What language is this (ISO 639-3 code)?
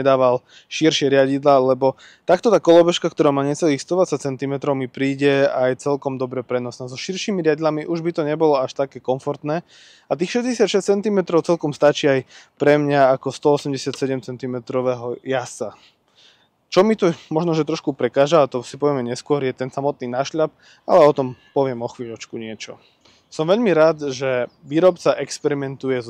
slk